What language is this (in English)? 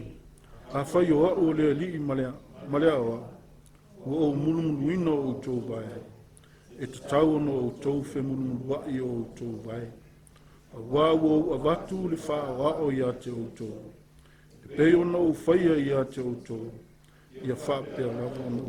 Samoan